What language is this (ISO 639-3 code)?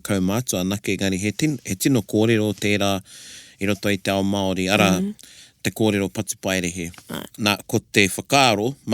mri